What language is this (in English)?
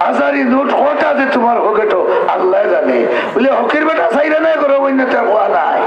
Sylheti